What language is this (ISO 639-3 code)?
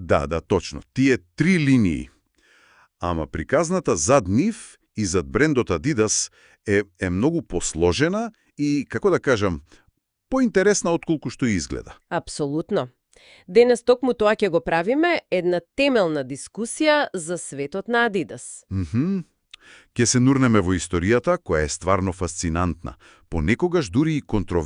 mkd